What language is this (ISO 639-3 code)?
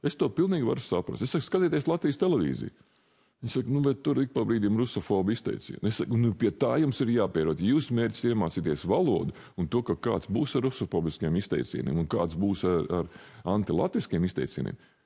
lav